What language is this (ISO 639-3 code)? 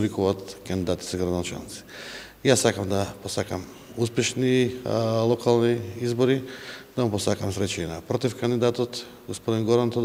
mkd